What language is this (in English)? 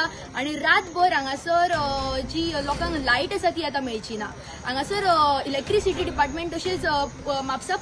Konkani